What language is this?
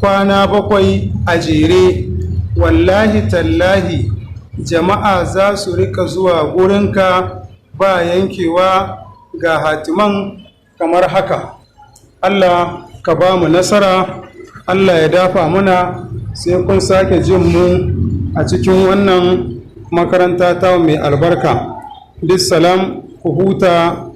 Hausa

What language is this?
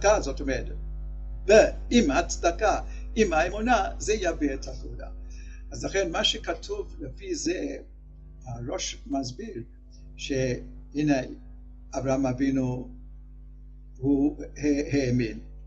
Hebrew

